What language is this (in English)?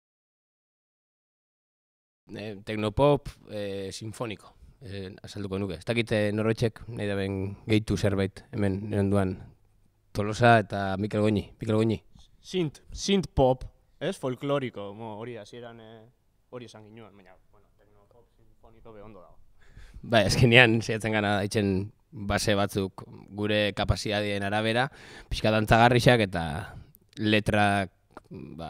Basque